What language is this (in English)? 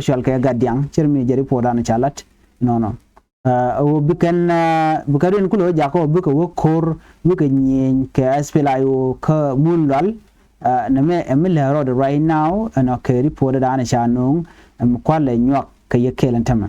Nuer